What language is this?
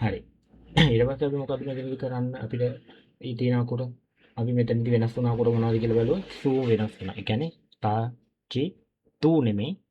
Sinhala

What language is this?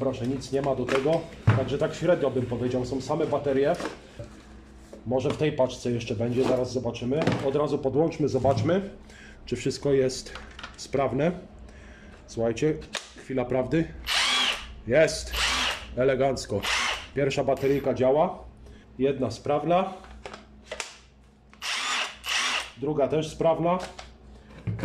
Polish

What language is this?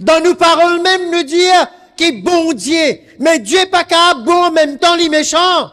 Morisyen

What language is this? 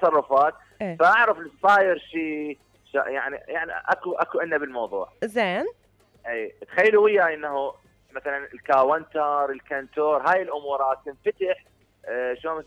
Mesopotamian Arabic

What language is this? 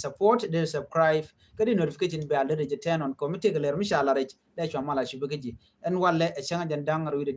Nuer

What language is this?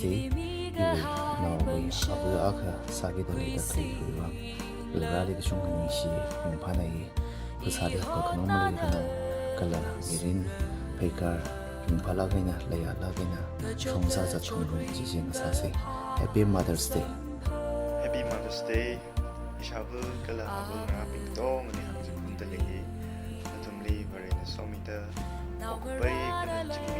Tangkhul Naga (India)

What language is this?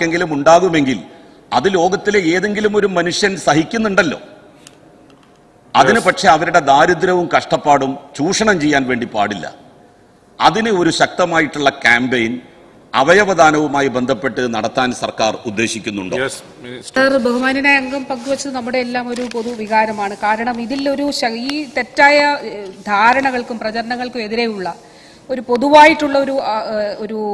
Malayalam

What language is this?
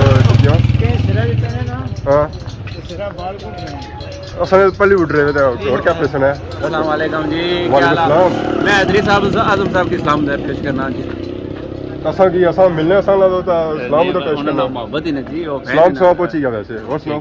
Pahari-Potwari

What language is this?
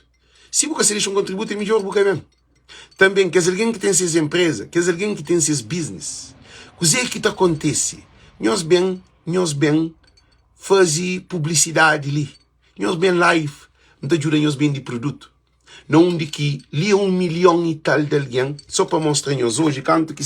Kabuverdianu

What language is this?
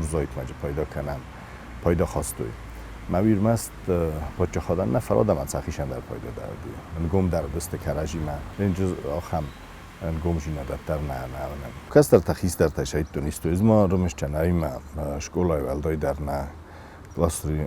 Ossetic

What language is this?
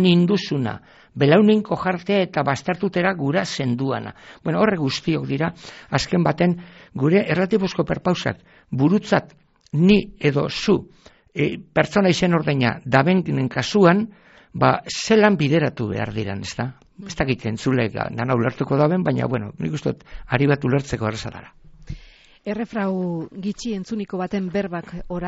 Basque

